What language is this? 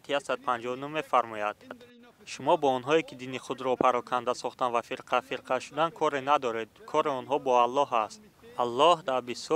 Tajik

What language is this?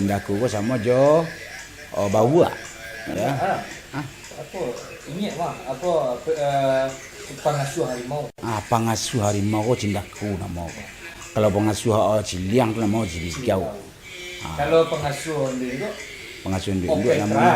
Minangkabau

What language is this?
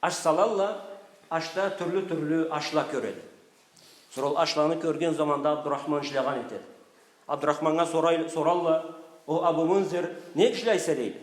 Karachay-Balkar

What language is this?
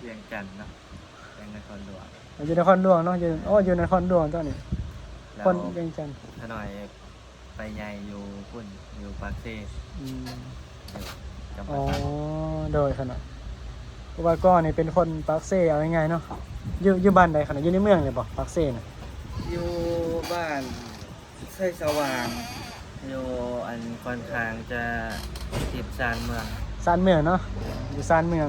Northeastern Thai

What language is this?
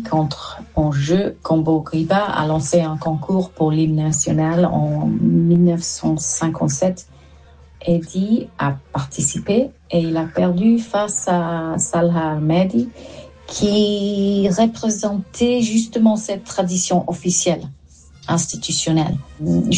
French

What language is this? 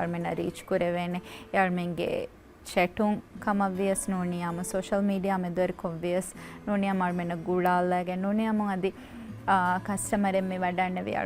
Divehi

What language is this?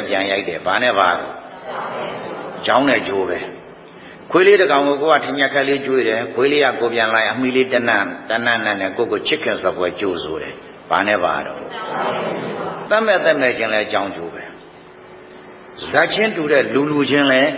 Burmese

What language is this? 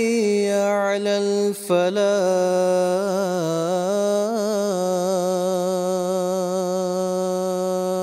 Urdu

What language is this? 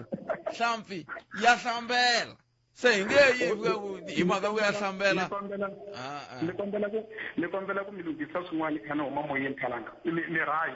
Tsonga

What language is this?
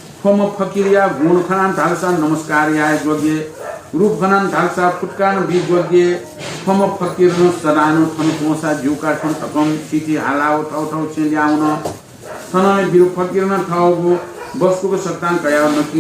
Newari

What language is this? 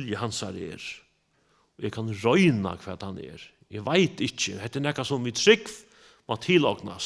Faroese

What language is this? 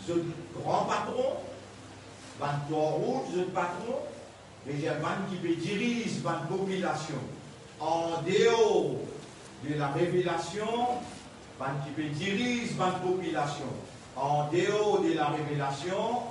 Morisyen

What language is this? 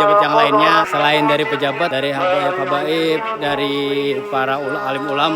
Banjar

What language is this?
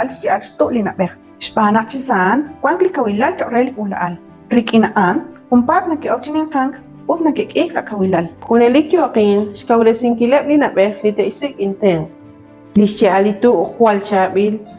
Kekchí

